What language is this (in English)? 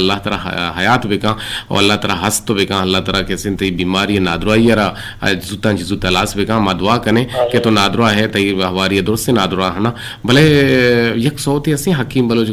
Eastern Balochi